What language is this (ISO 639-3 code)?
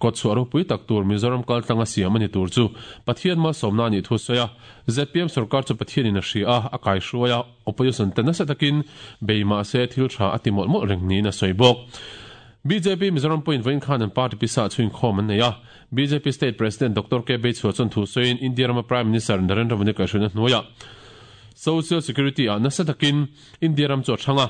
lus